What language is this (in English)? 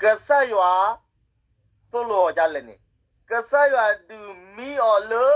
S'gaw Karen